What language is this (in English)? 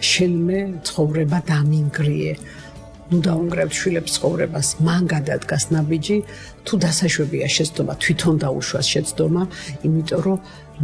Georgian